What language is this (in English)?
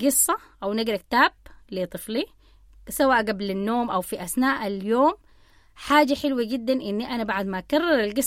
Sudanese Arabic